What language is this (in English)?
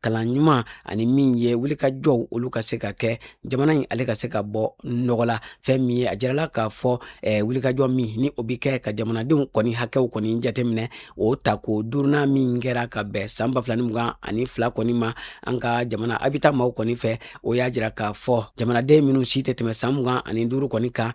Bambara